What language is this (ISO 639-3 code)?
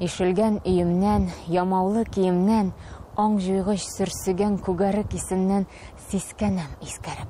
tat